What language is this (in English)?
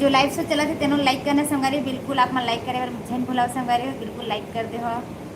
Chhattisgarhi